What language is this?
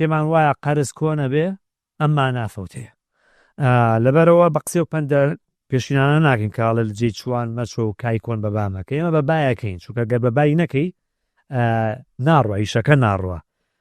Central Kurdish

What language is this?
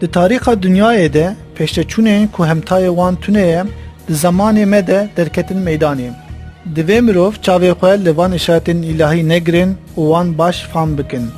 Kurdish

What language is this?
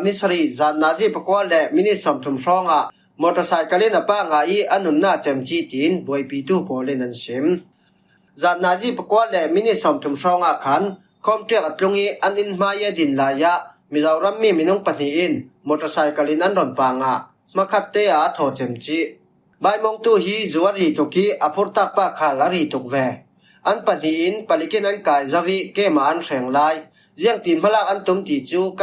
Falam Chin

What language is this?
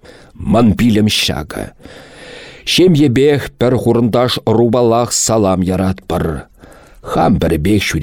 Chuvash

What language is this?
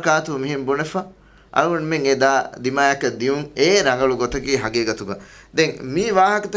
Divehi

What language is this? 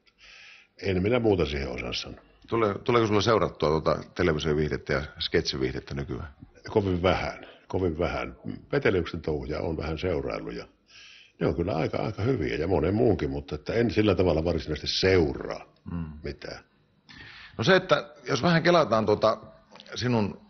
Finnish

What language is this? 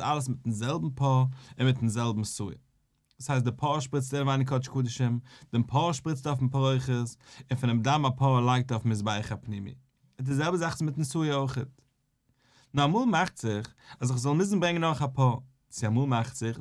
Yiddish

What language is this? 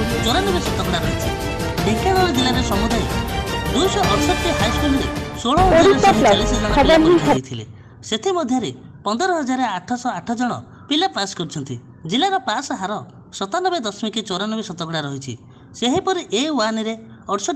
Odia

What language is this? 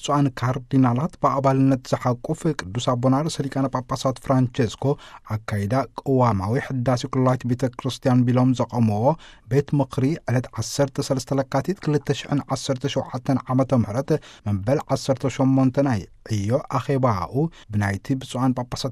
Tigrinya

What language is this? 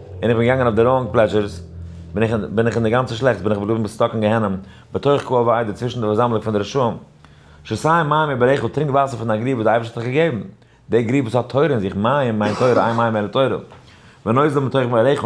Yiddish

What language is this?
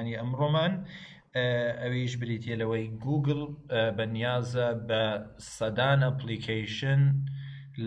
Central Kurdish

